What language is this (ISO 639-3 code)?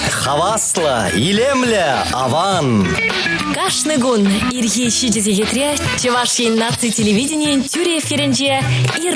chv